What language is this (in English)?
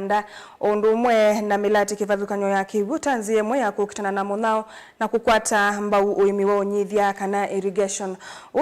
Kamba